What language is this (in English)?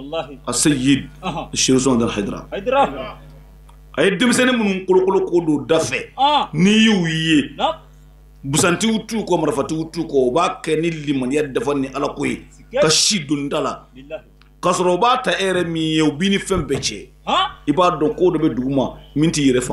Bambara